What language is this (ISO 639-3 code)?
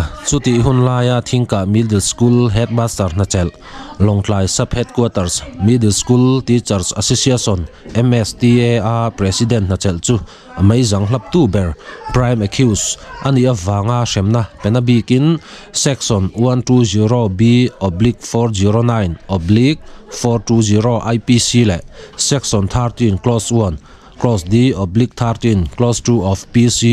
lus